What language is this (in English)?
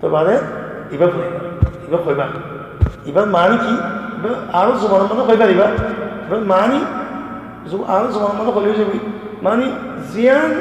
Rohingya